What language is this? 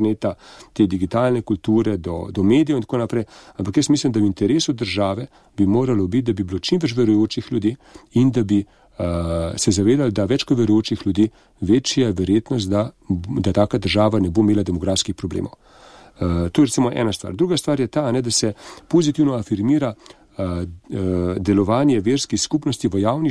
Slovenian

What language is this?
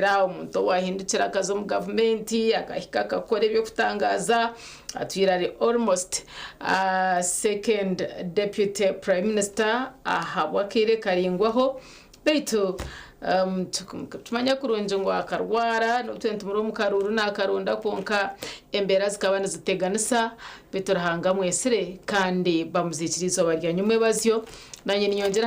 Nyankole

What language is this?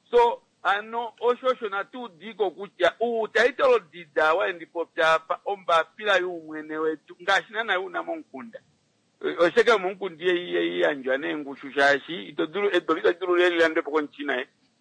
Kuanyama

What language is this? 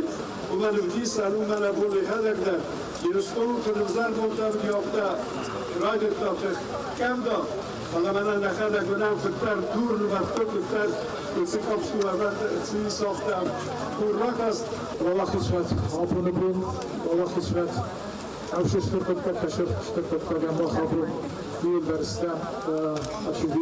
Ossetic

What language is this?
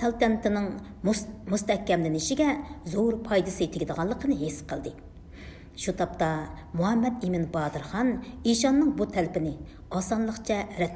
Uyghur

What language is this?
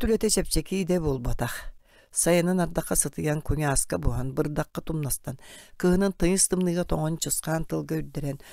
Yakut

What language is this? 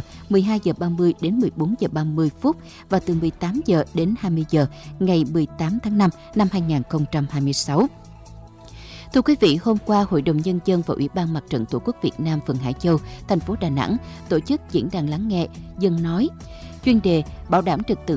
Vietnamese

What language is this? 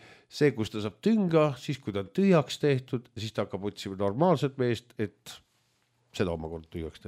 Estonian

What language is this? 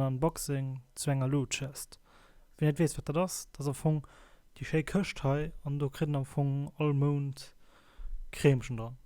Luxembourgish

